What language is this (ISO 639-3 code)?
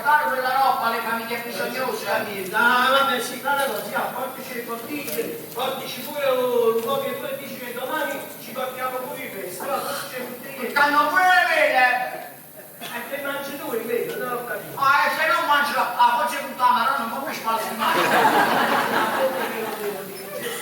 nap